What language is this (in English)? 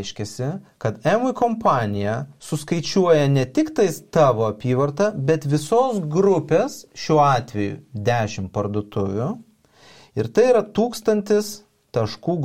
Lithuanian